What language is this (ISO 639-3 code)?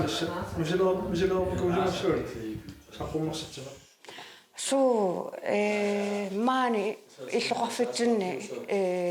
kal